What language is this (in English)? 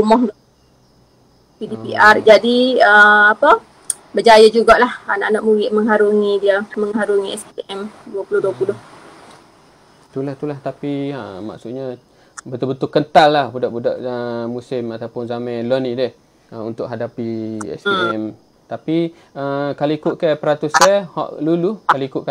Malay